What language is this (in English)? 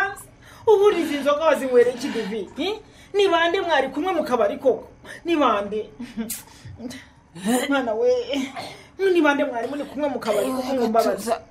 Kinyarwanda